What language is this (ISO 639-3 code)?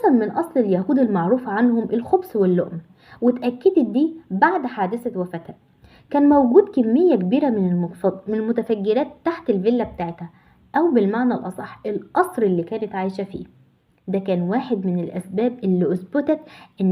arz